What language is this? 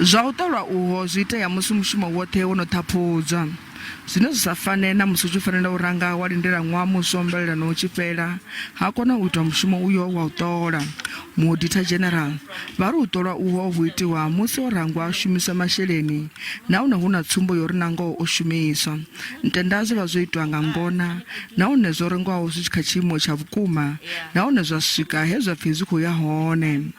Venda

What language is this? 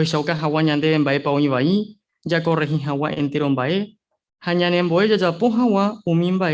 Guarani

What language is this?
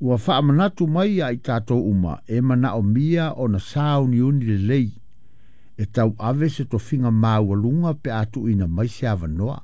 Samoan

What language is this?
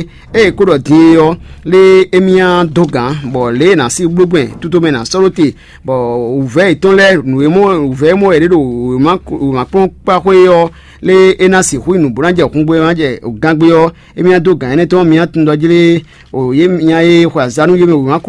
Fon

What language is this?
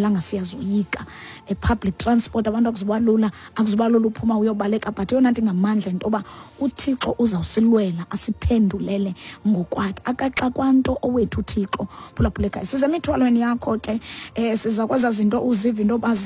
Xhosa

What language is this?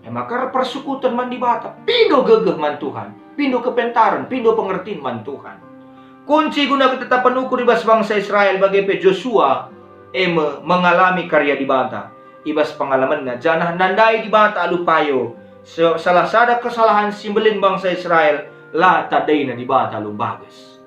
Batak Karo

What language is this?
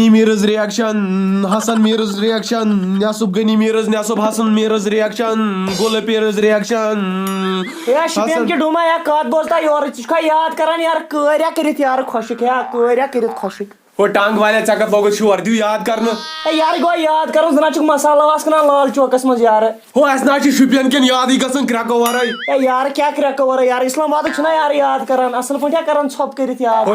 Kashmiri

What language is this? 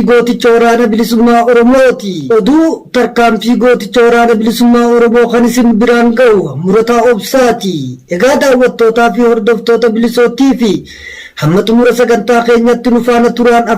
Oromo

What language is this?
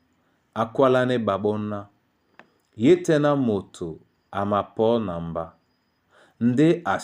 Duala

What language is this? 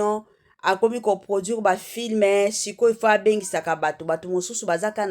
Lingala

